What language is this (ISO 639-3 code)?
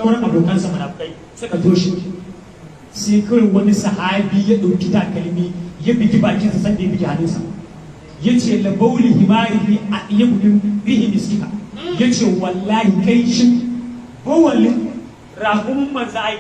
hau